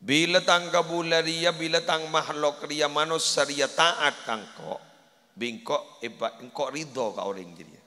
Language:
Madurese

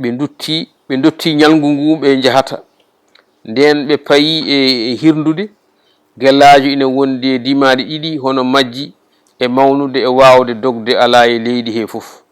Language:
Fula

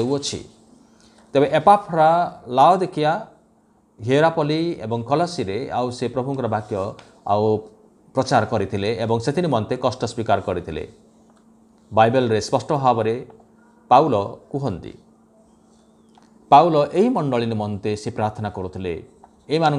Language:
Odia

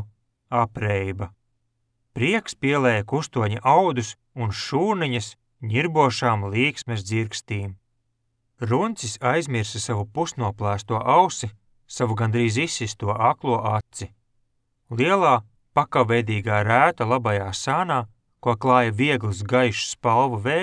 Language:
Latvian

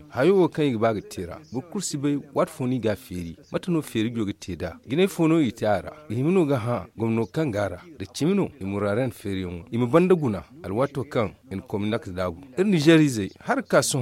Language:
Zarma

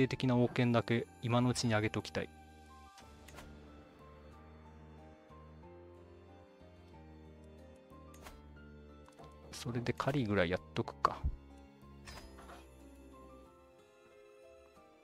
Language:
Japanese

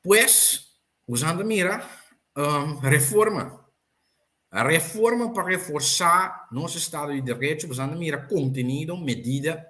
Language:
Papiamento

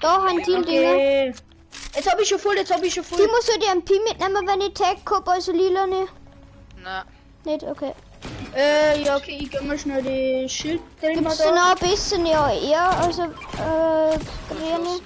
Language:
Bavarian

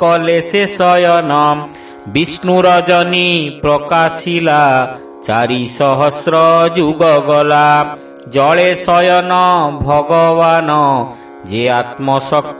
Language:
Odia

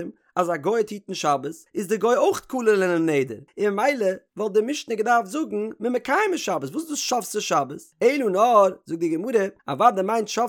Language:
Yiddish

